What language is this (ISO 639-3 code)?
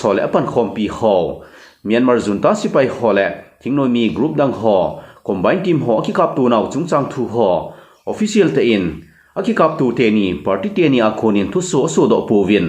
tcz